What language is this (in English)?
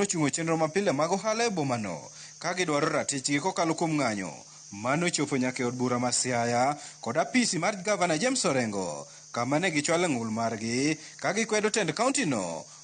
Luo (Kenya and Tanzania)